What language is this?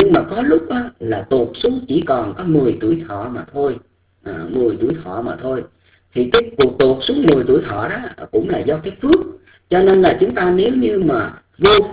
Vietnamese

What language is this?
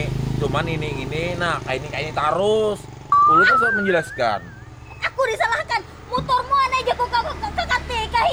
Banjar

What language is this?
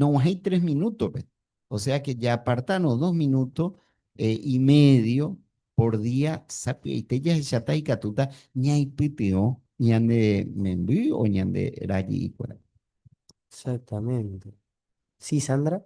Guarani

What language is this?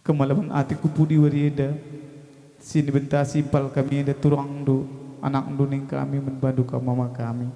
Batak Karo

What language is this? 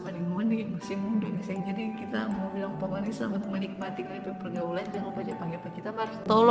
Manado Malay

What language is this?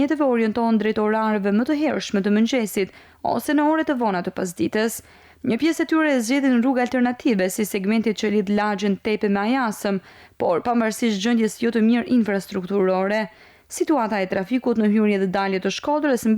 Albanian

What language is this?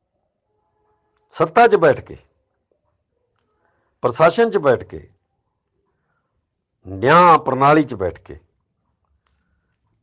Punjabi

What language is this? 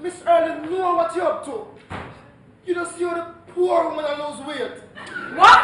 Jamaican Creole English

